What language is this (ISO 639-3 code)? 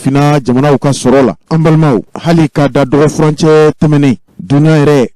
bam